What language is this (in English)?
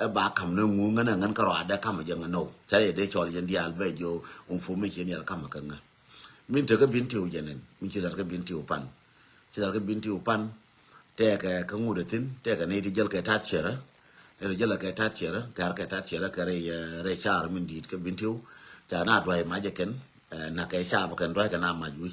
Nuer